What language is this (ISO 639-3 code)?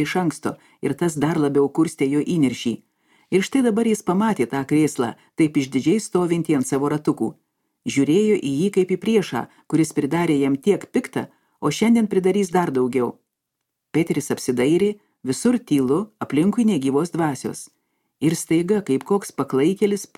lit